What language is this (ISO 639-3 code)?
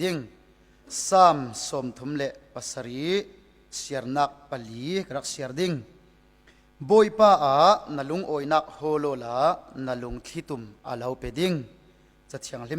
cfm